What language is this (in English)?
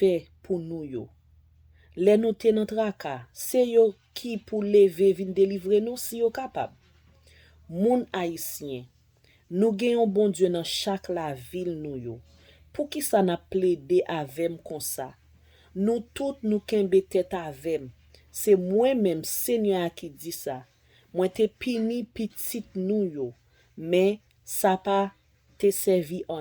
Haitian Creole